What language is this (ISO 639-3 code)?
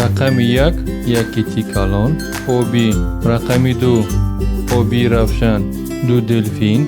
tgk